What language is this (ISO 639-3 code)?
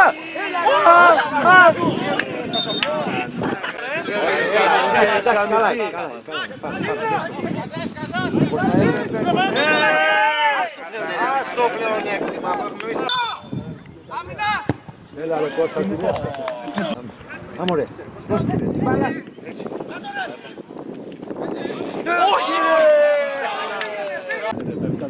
ell